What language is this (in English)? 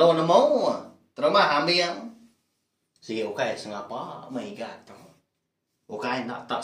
Iban